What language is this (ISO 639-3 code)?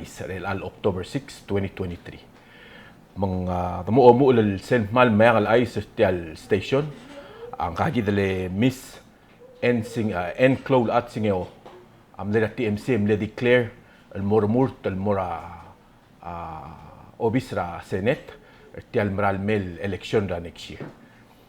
pau